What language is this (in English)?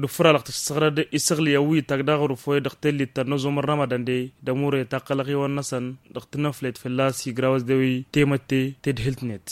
Tamasheq